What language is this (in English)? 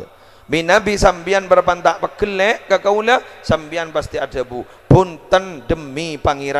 Madurese